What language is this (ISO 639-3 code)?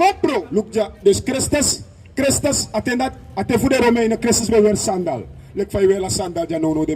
srn